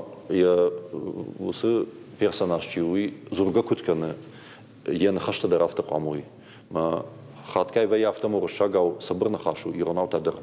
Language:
Ossetic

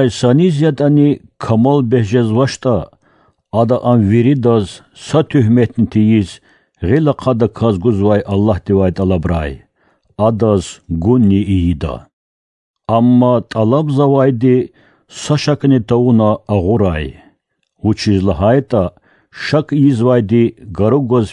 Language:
Lezghian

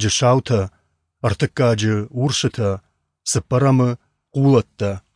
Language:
Ossetic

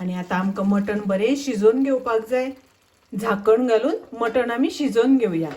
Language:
Konkani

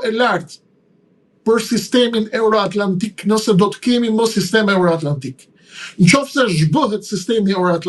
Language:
Albanian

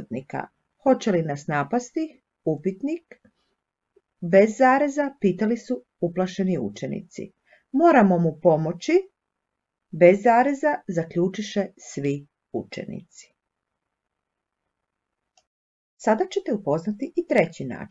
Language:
Croatian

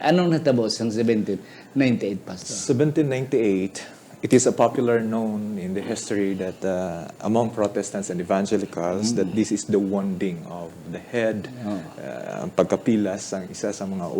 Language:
Hiligaynon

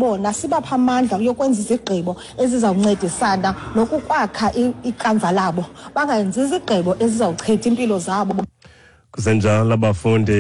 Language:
Xhosa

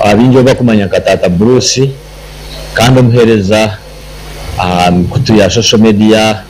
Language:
Nyankole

